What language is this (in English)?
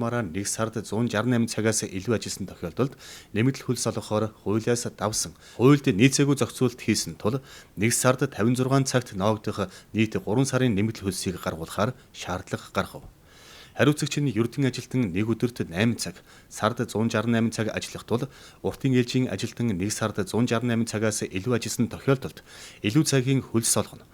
Mongolian